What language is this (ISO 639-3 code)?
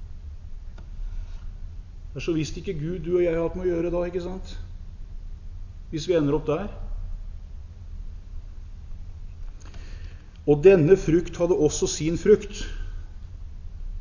nor